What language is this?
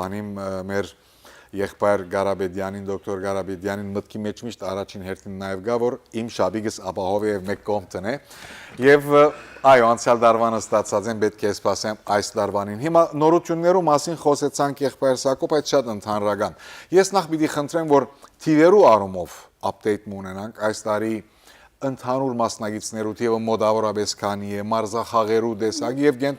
Western Armenian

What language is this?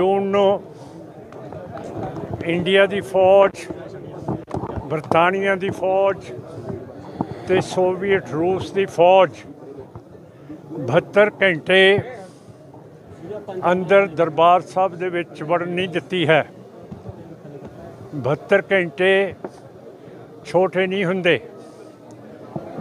Punjabi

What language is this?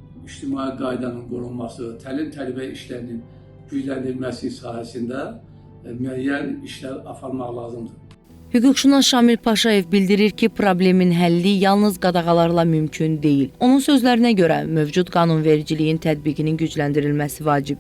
Azerbaijani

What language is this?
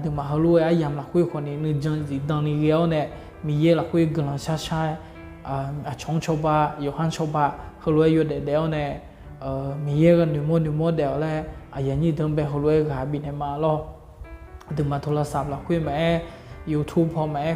Akha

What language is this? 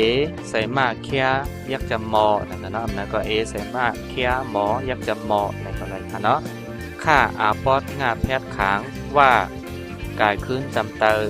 Shan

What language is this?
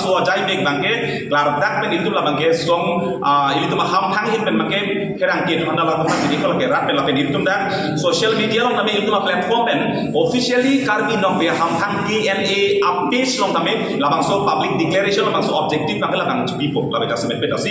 Karbi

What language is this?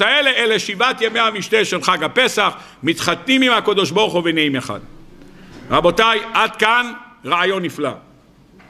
Hebrew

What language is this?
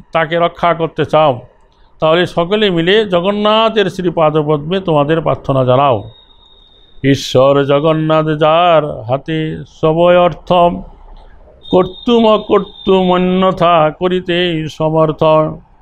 Bangla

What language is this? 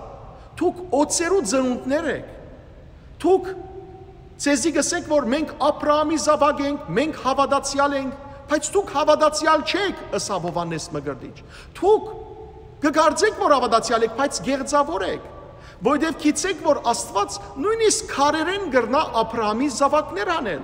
Western Armenian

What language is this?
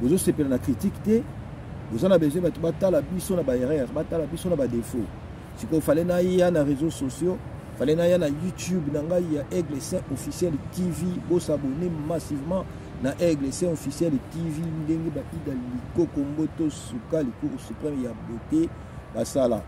Lingala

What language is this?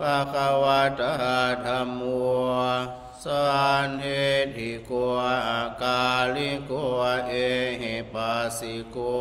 Pali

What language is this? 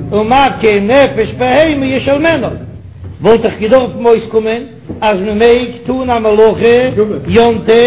Yiddish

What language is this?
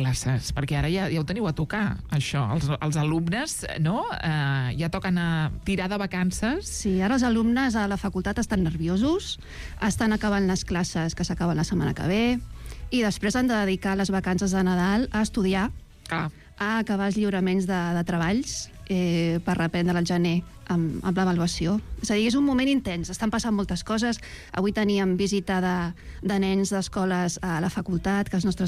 Catalan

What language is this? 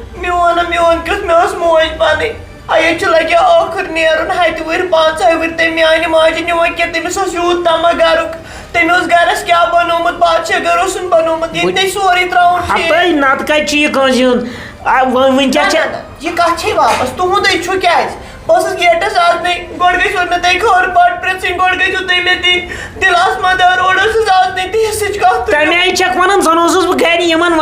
Kashmiri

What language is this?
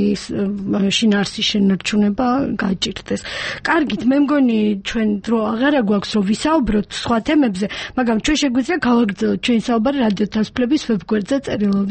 Georgian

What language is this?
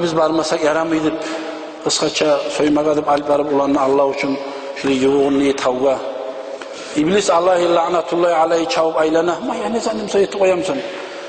Kumyk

